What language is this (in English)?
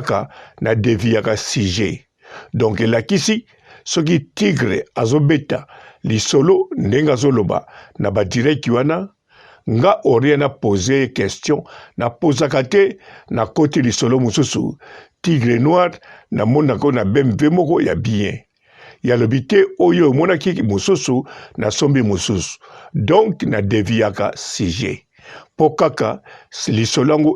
Lingala